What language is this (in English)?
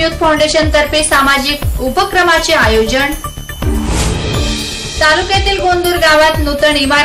Marathi